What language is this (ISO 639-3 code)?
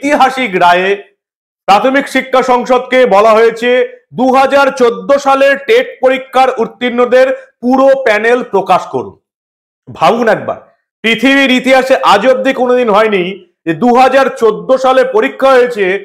ben